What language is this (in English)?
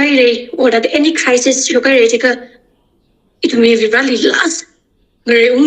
Tangkhul Naga (India)